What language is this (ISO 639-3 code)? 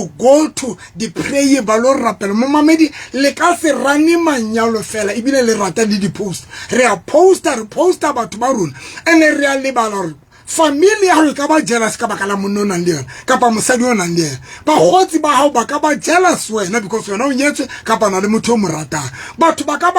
sot